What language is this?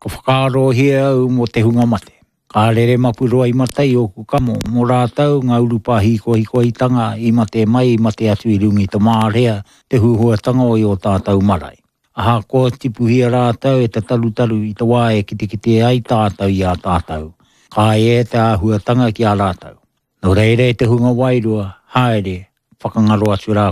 Māori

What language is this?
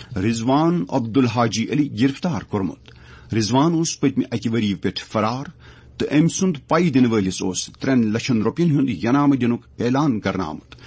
Kashmiri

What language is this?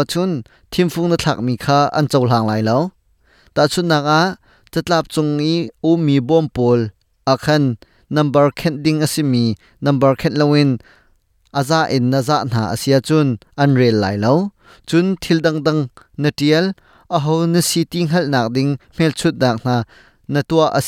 Hakha Chin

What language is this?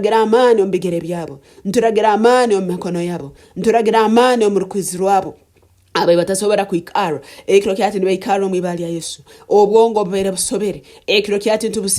Nyankole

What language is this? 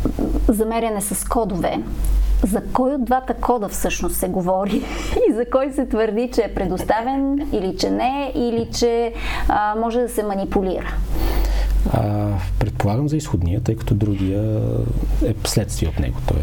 Bulgarian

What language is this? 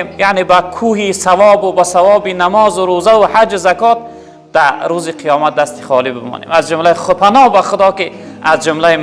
Tajik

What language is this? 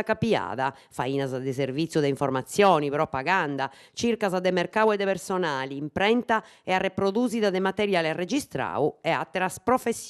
Sardinian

